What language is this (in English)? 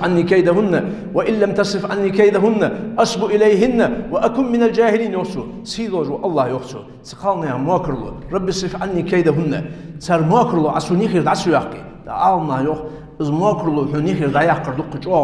Ingush